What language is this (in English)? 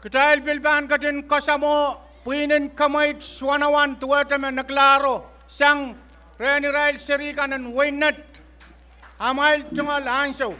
Pohnpeian